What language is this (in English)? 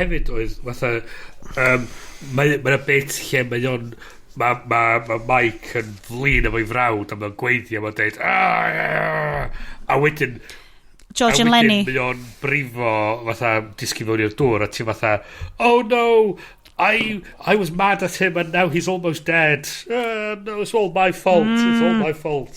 Welsh